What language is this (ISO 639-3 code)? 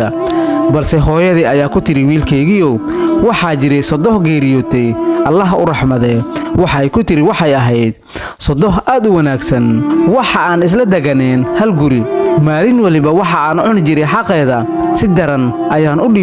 som